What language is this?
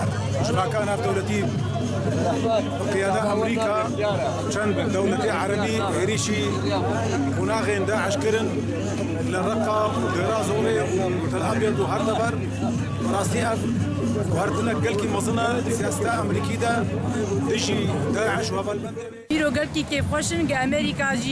Kurdish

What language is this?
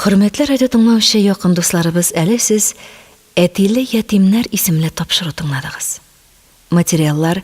Tatar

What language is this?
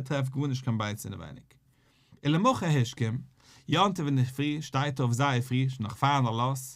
Yiddish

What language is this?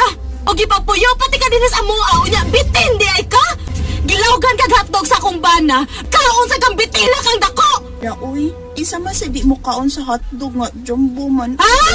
Cebuano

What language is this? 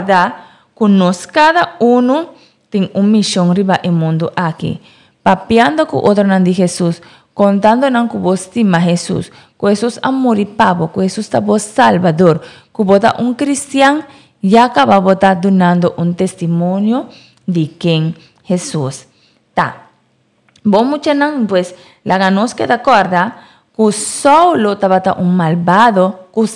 Papiamento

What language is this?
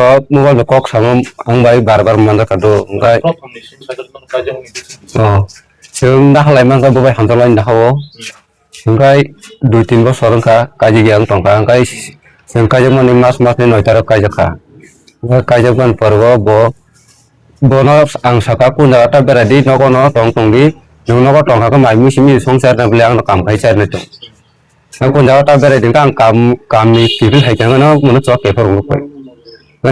Kok Borok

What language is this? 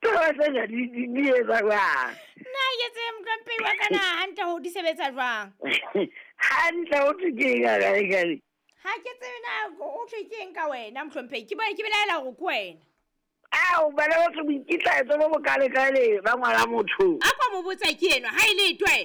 Southern Sotho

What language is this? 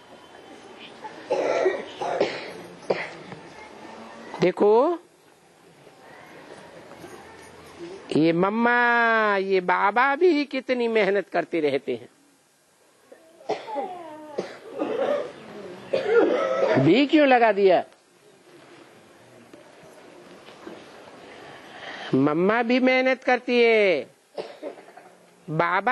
Hindi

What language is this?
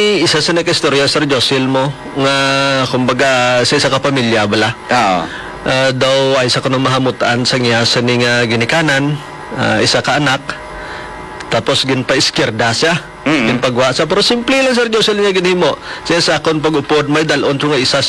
Hiligaynon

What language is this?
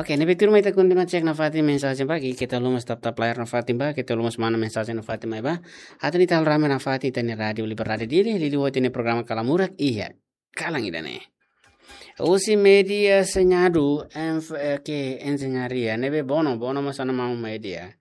Tetum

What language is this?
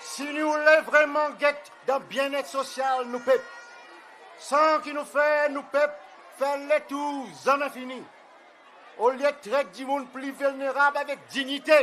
Seselwa Creole French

